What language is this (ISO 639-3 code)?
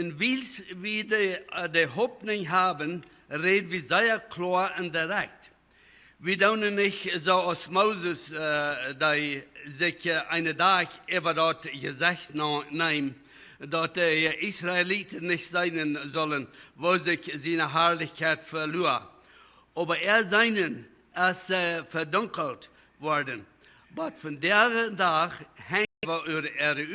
pdt